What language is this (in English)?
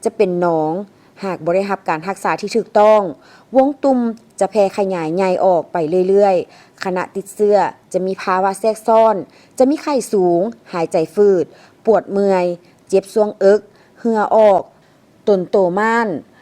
Lao